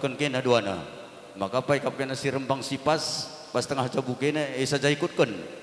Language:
Batak Karo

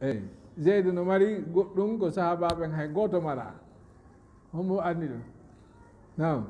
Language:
Fula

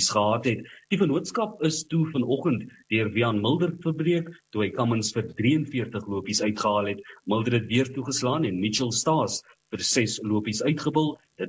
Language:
Afrikaans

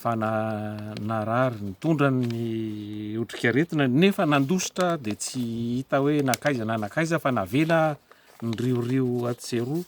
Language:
Malagasy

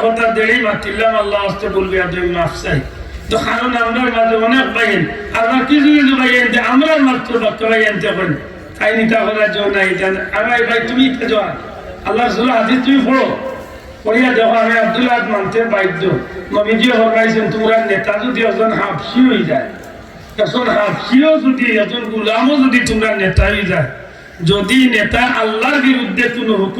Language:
Sylheti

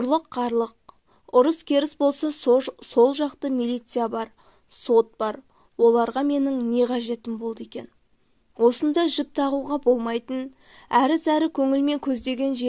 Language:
Kazakh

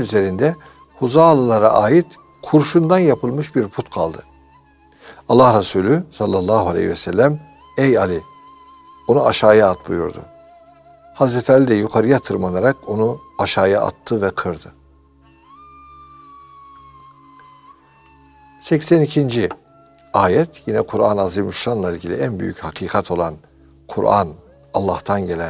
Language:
Turkish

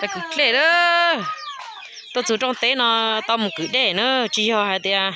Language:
Hmong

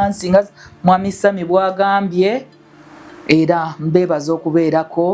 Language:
Ganda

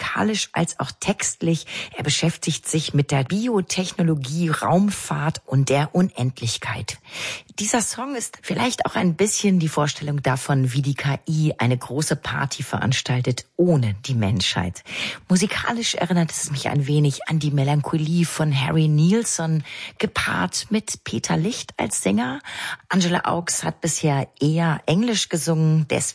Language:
German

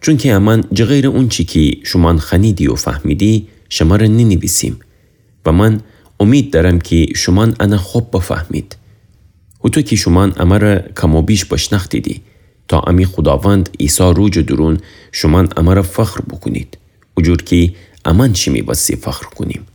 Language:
Gilaki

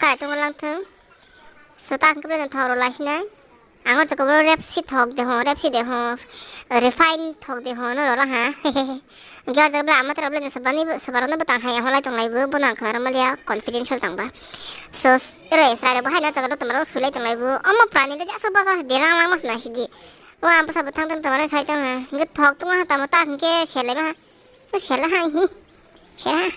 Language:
Kok Borok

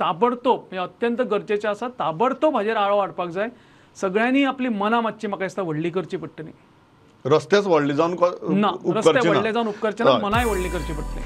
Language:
Konkani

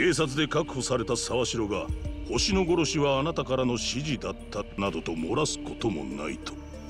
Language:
Japanese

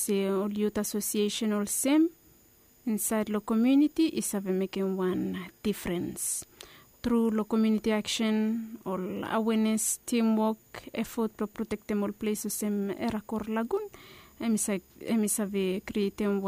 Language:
Bislama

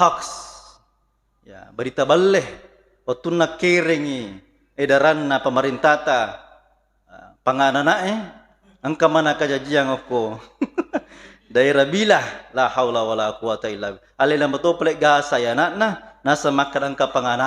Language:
Buginese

